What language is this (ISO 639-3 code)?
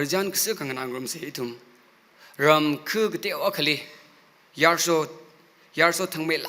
nmf